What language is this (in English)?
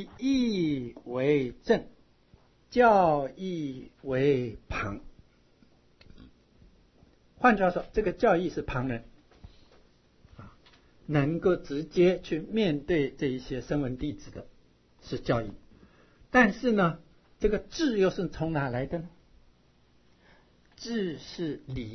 Chinese